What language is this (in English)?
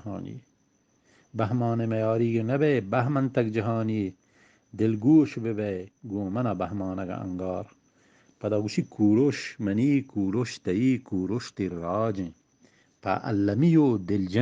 Eastern Balochi